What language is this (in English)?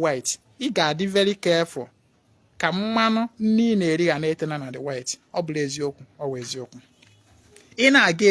Igbo